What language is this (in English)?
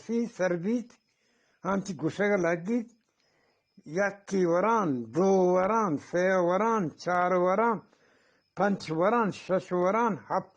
Eastern Balochi